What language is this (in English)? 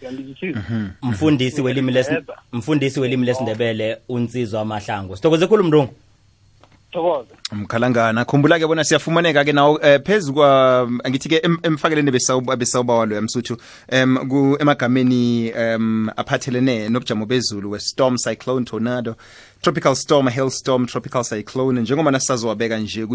South Ndebele